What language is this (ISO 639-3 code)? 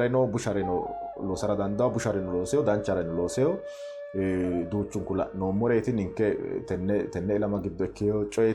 sid